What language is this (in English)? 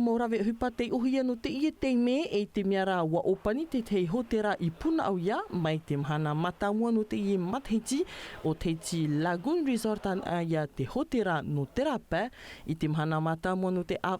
Tahitian